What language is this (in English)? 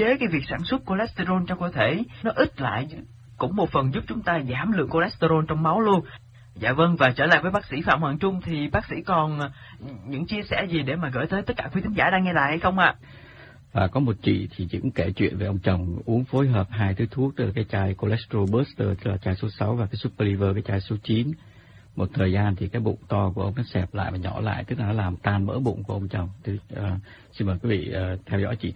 Vietnamese